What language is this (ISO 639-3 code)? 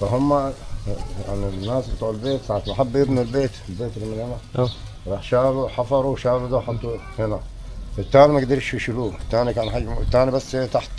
arz